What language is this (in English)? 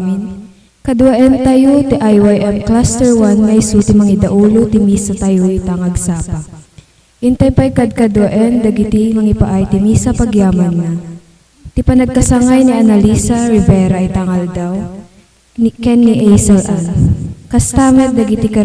Iloko